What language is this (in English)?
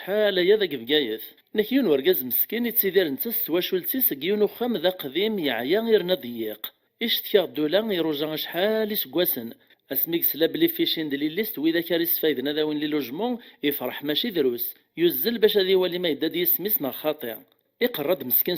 Kabyle